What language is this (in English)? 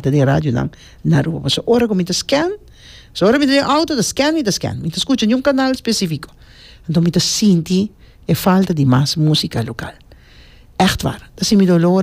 Papiamento